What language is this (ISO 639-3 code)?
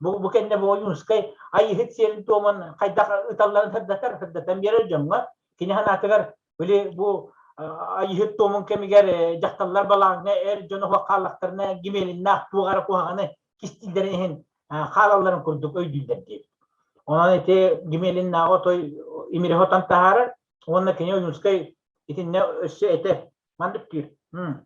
sah